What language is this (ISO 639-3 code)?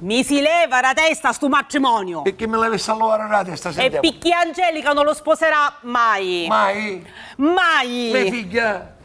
scn